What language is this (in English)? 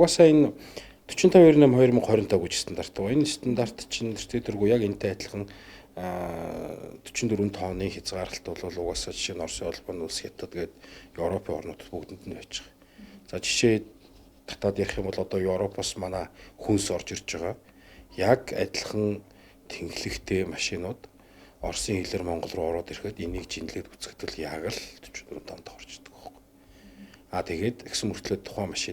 Mongolian